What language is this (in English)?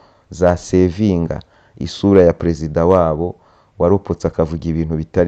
Kinyarwanda